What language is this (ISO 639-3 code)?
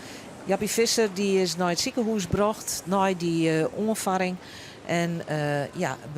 fry